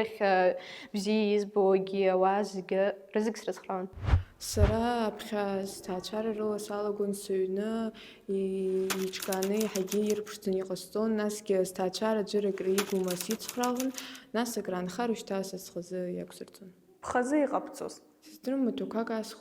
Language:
Abkhazian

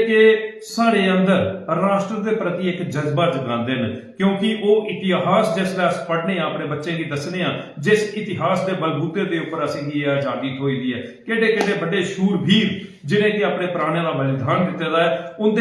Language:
Dogri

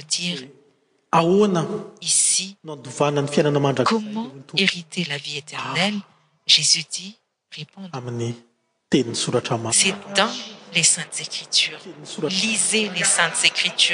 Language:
French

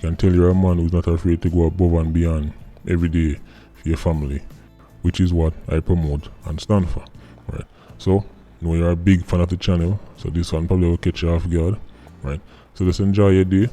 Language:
Jamaican Creole English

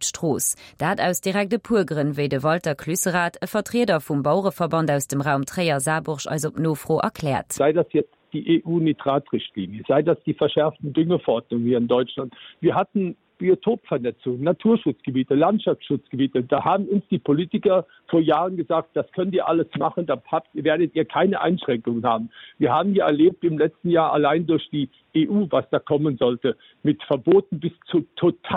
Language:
Luxembourgish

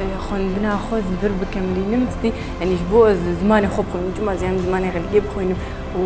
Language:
Kurdish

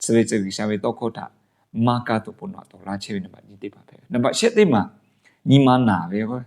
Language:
Lahu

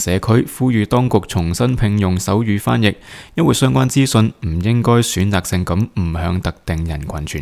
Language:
Cantonese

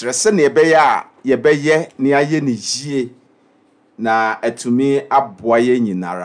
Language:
Akan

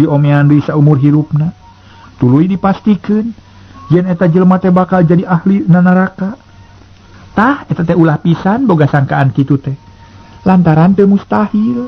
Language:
Sundanese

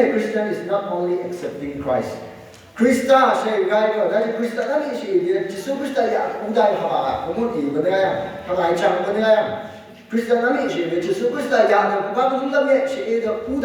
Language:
Phom Naga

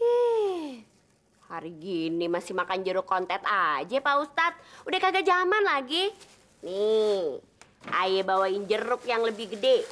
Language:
Betawi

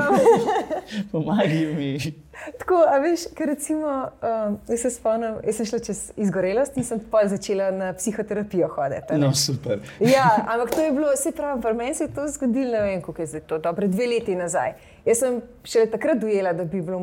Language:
Slovenian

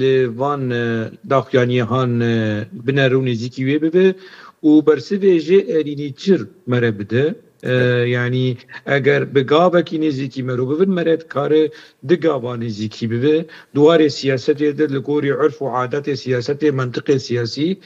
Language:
Kurdish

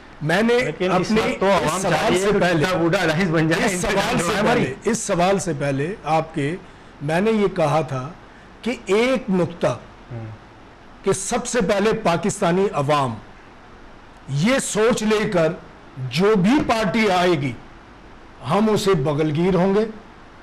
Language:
Urdu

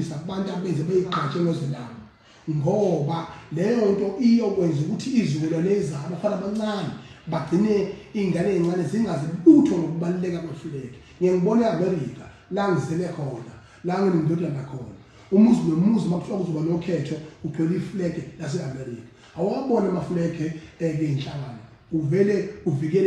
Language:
Zulu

